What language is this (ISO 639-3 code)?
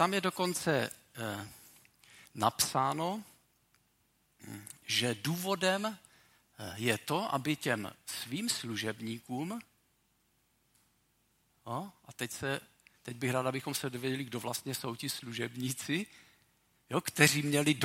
ces